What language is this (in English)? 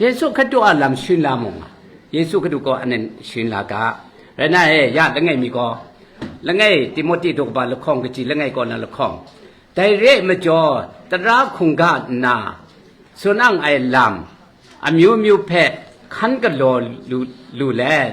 Kachin